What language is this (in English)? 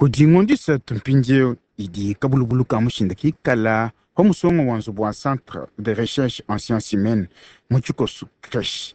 Luba-Lulua